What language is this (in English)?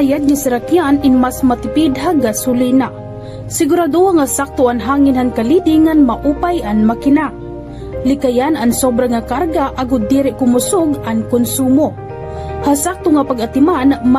Waray